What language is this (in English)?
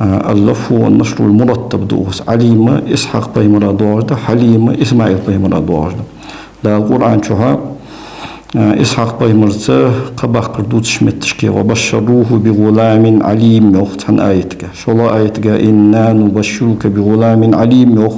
Ingush